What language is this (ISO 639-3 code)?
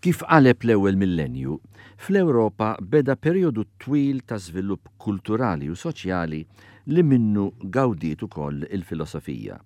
mlt